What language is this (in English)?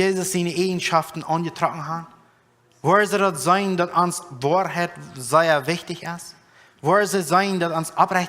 Plautdietsch